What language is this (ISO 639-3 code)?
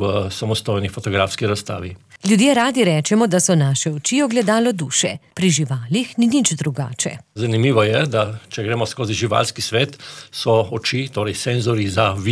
slv